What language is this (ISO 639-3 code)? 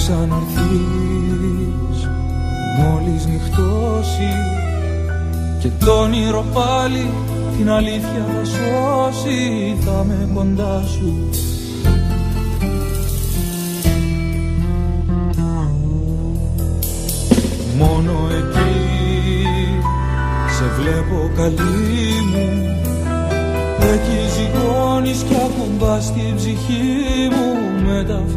ell